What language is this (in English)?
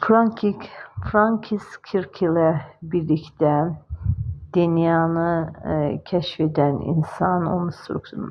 Azerbaijani